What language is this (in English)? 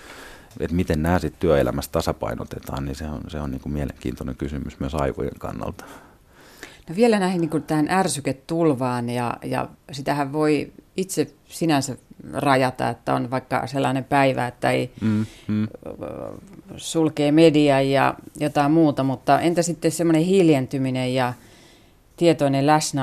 Finnish